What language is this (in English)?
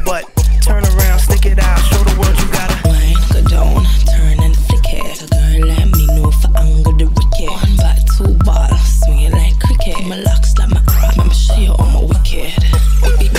English